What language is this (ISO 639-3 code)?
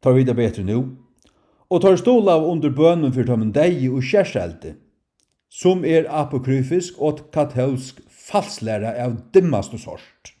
fao